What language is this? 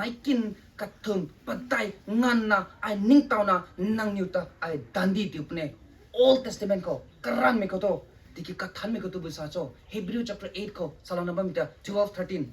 Rongmei Naga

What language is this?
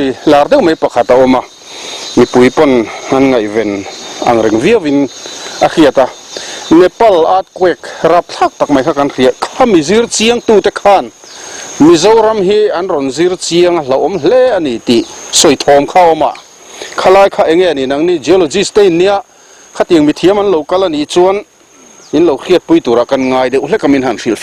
Mizo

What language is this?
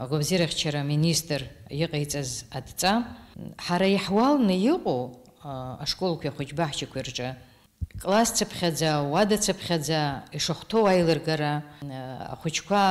Abkhazian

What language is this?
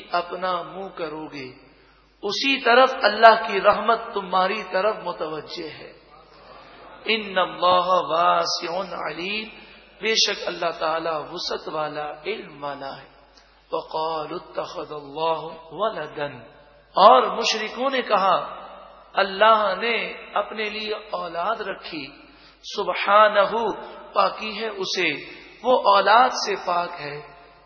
Urdu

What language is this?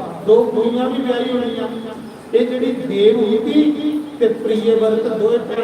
Dogri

